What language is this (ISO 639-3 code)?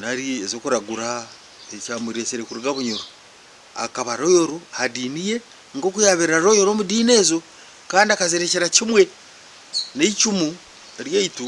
nyn